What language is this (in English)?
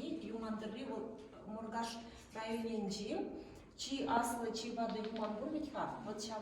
Chuvash